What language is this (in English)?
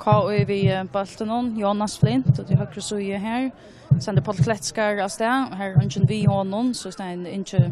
Faroese